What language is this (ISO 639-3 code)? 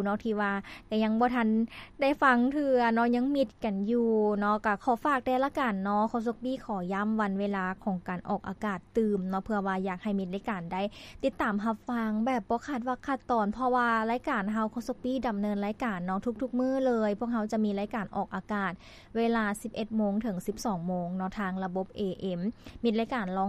lao